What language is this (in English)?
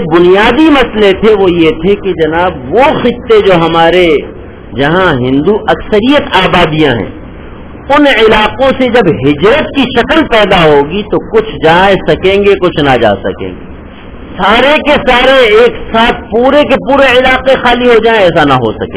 Urdu